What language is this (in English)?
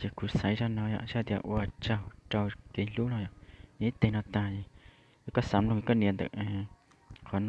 Hmong